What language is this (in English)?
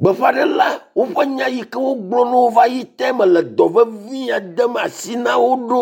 Ewe